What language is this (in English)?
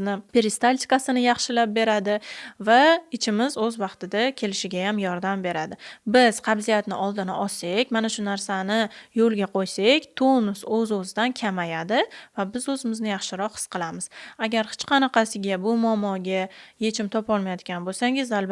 Uzbek